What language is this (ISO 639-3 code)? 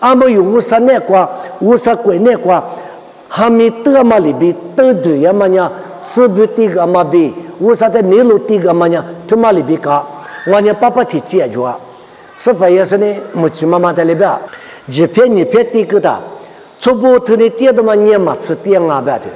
lis